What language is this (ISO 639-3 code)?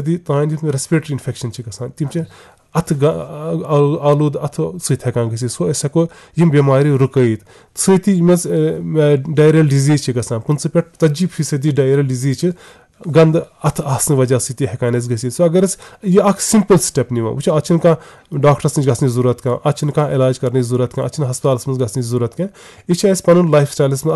kas